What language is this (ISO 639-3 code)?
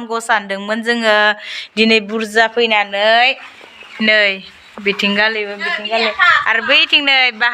brx